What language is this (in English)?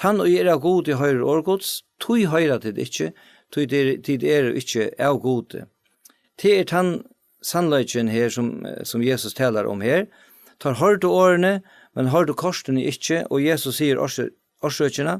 Faroese